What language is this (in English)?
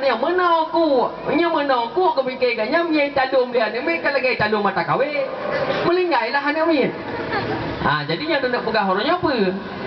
Achinese